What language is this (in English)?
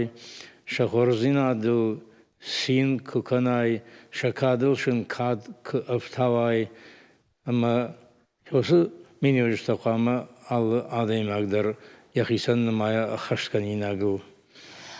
Ossetic